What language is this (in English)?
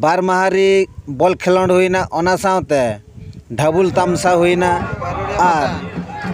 Santali